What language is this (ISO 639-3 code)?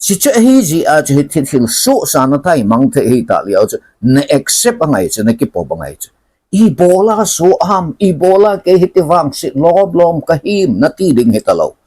tcz